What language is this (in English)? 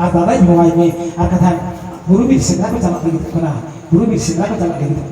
Santali